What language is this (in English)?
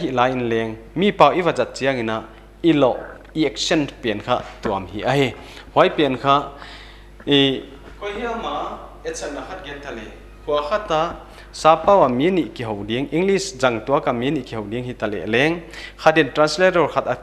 Paite Chin